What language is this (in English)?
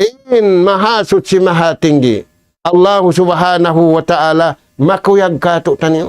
Tausug